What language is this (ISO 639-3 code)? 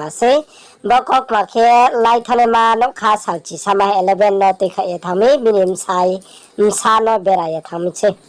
ria